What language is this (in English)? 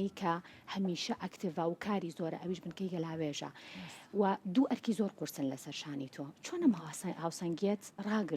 Central Kurdish